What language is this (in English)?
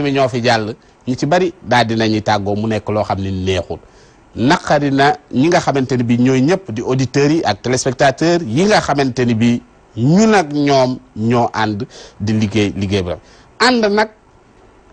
Wolof